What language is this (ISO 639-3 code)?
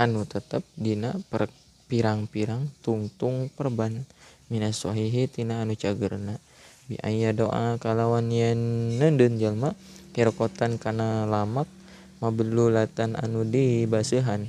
sun